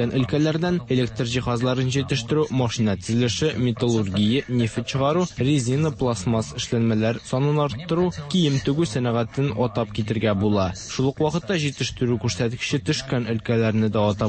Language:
Tatar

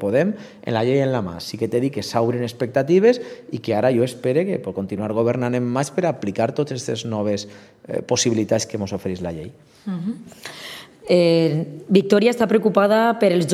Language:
Catalan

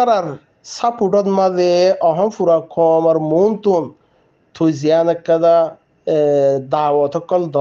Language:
Rohingya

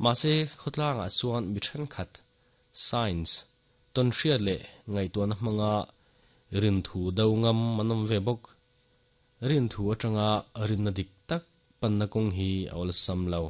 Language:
Mizo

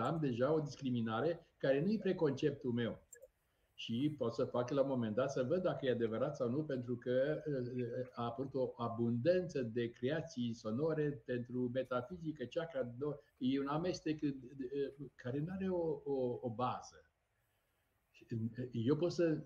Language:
Romanian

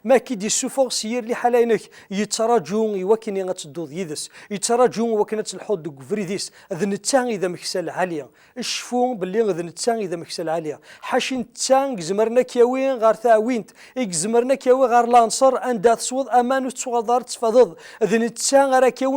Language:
Kabyle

